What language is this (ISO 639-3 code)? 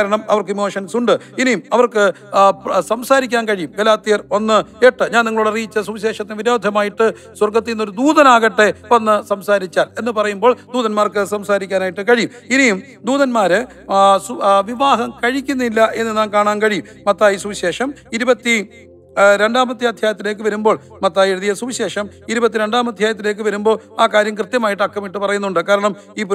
mal